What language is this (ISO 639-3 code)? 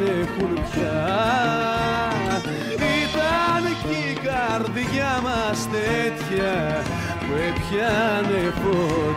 ell